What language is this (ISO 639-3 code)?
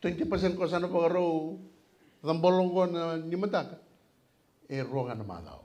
fij